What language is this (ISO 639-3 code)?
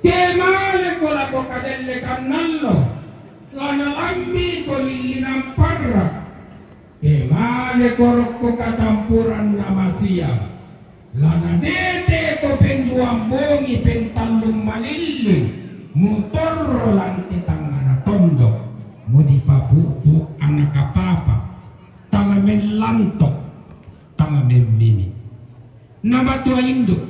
sda